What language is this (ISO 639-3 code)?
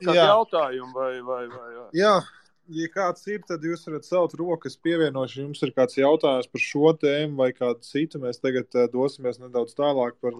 lav